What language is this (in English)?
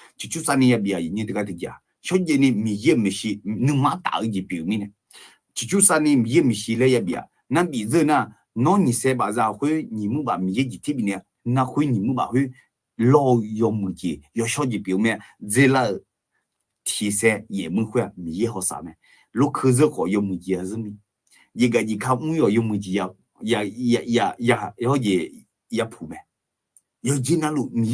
Akha